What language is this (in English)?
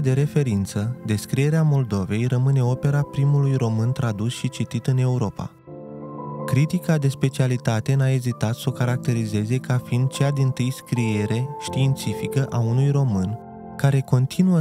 Romanian